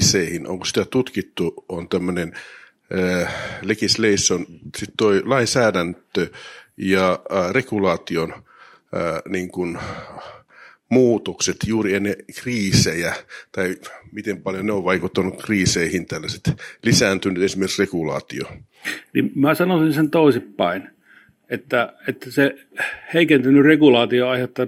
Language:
Finnish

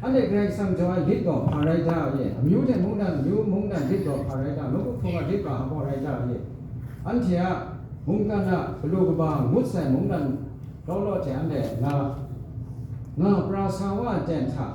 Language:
Kachin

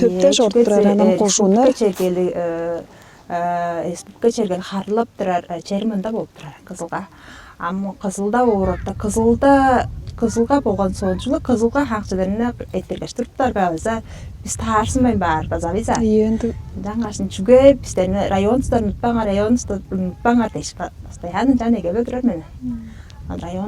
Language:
Tuvinian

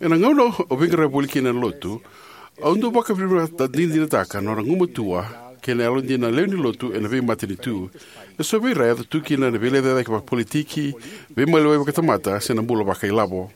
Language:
Fijian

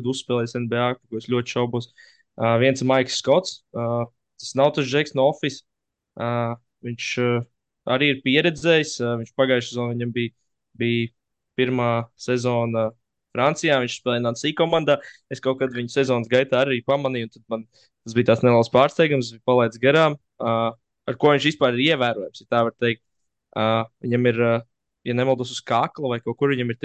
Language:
Latvian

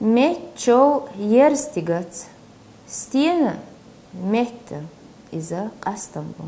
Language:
Chechen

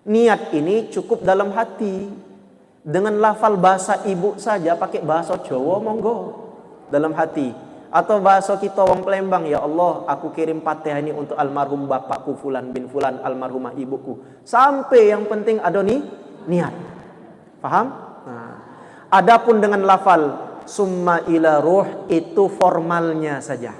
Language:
Musi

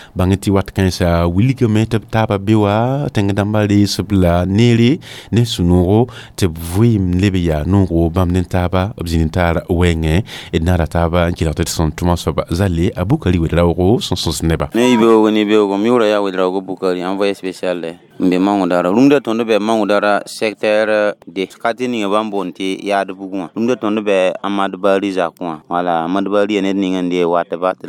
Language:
Mossi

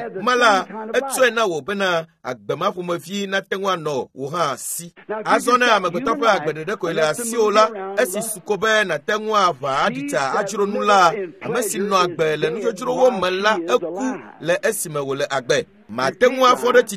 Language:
Ewe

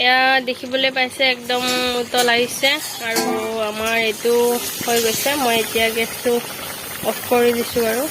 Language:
Assamese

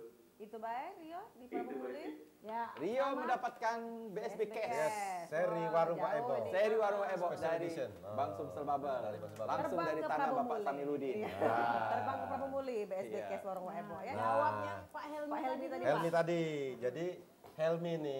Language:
Musi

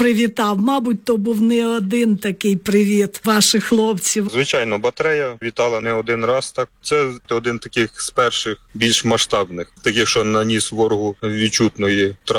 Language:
Ukrainian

